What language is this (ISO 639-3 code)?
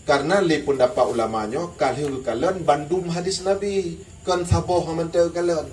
ace